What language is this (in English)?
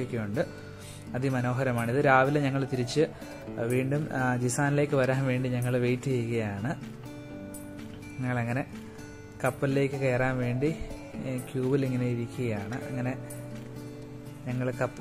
Malayalam